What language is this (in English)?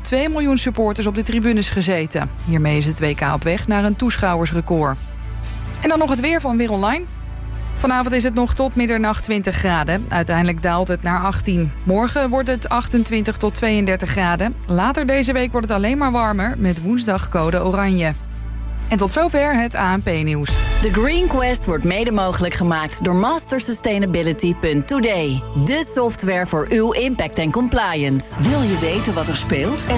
Dutch